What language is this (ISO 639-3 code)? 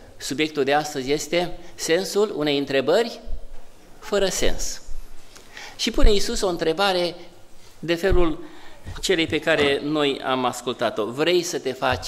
ron